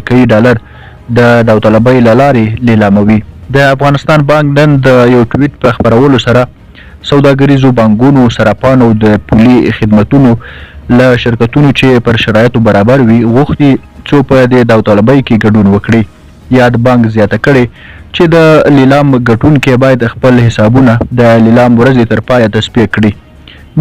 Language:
Pashto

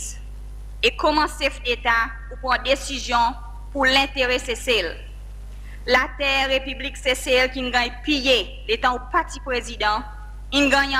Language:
Seselwa Creole French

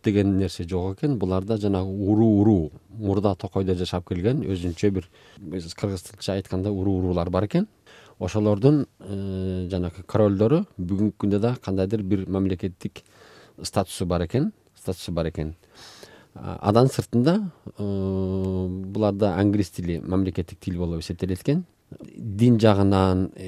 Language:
Kyrgyz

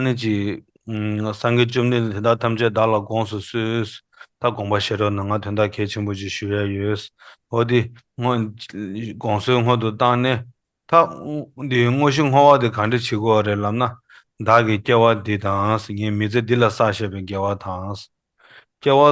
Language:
Tibetan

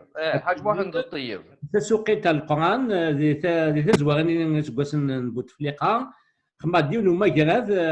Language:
Kabyle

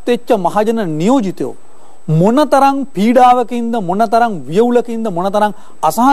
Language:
Sinhala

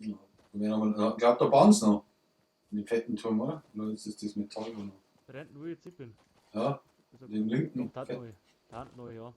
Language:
Bavarian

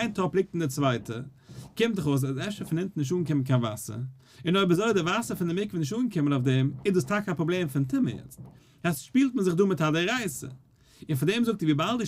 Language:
Yiddish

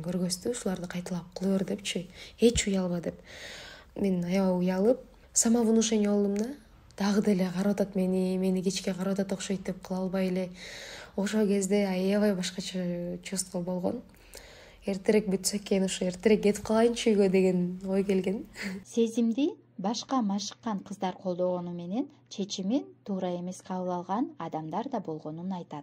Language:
Kyrgyz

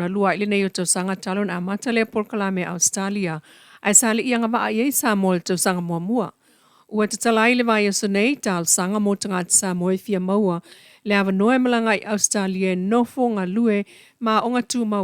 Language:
Samoan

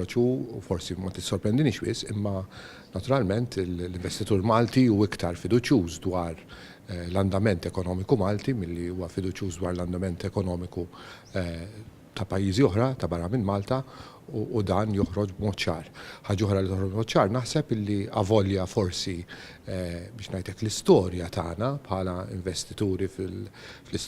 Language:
Maltese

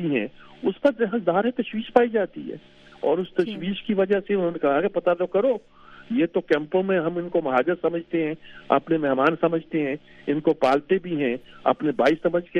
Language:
Urdu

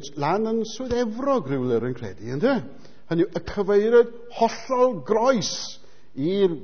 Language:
Welsh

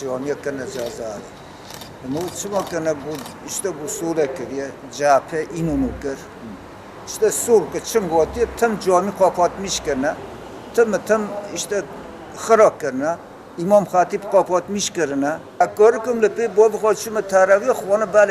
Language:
Kurdish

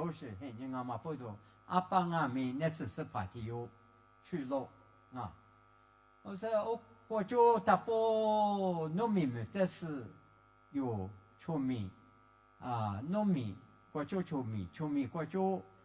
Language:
Lisu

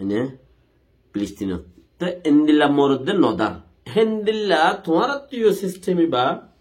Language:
Rohingya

